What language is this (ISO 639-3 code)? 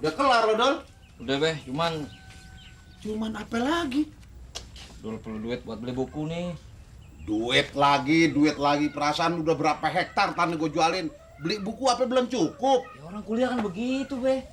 bew